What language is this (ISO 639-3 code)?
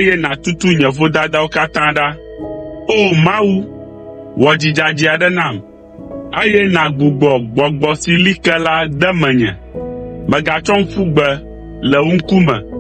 ewe